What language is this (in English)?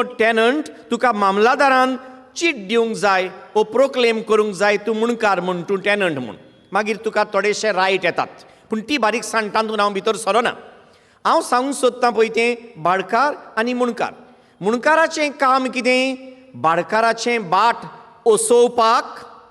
Konkani